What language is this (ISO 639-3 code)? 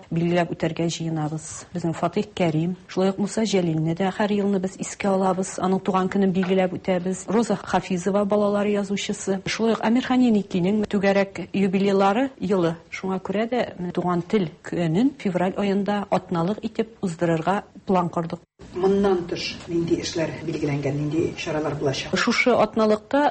tat